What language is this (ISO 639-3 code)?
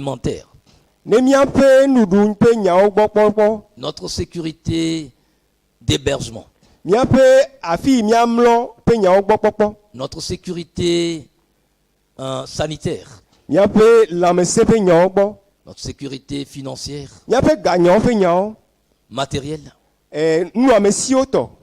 ewe